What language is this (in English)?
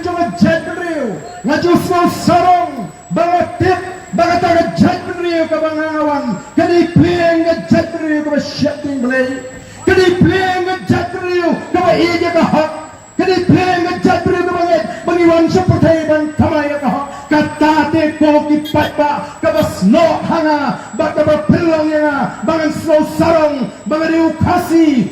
Khasi